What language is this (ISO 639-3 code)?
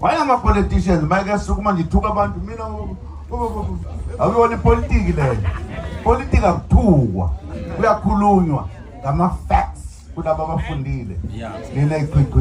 zul